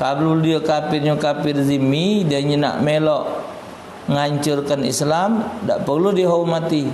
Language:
Musi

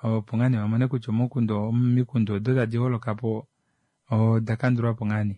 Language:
Kuanyama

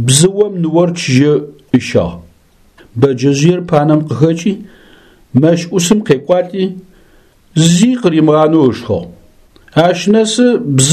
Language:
Adyghe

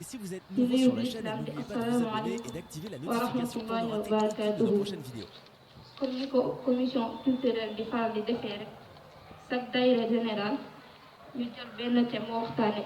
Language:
Wolof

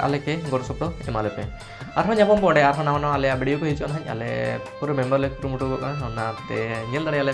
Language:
Santali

